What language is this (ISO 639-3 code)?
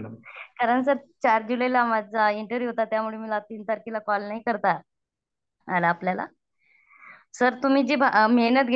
mar